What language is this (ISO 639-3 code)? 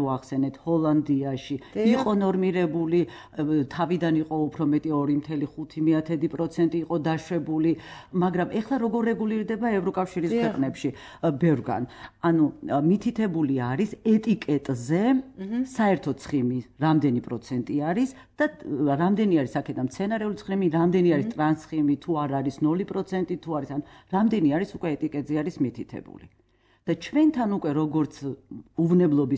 kat